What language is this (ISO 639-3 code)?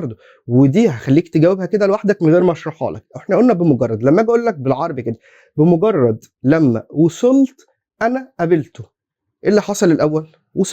arz